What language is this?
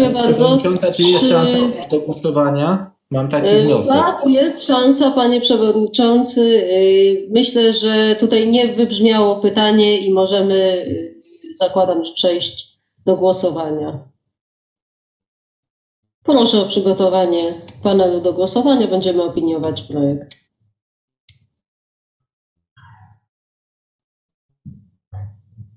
Polish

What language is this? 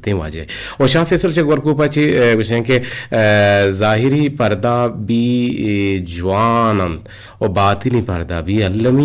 Eastern Balochi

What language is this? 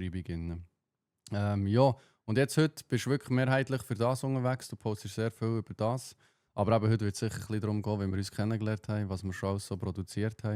Swiss German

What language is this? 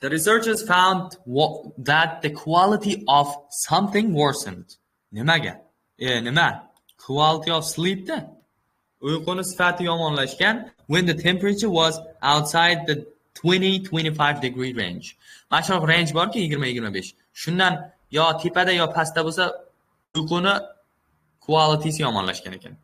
Uzbek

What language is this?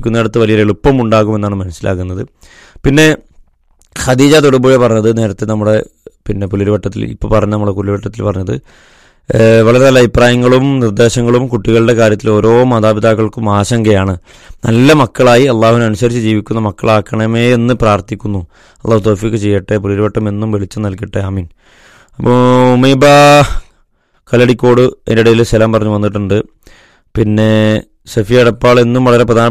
Malayalam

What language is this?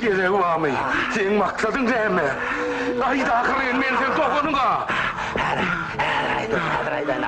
Turkmen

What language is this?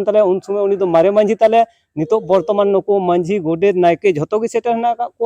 Santali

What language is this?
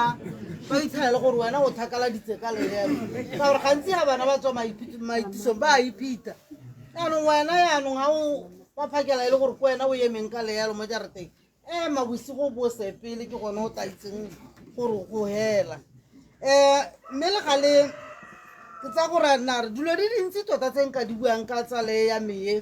Tswana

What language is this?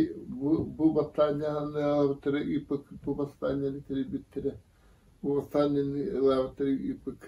Yakut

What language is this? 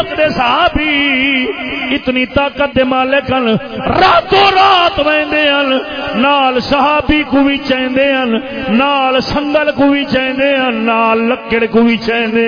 Saraiki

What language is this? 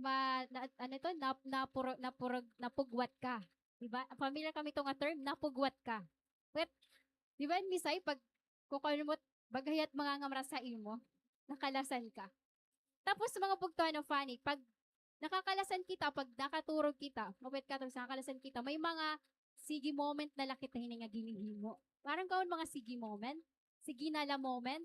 Waray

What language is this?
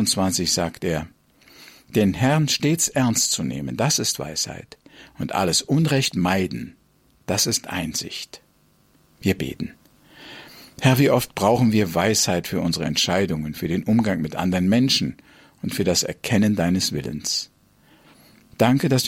German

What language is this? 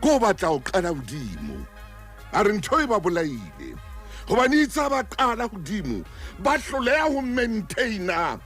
Southern Sotho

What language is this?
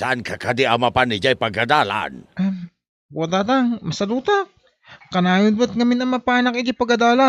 Iloko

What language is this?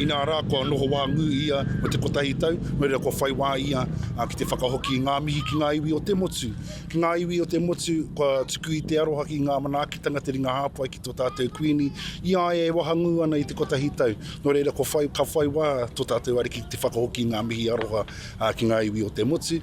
Māori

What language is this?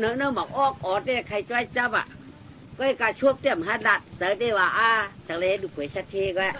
Shan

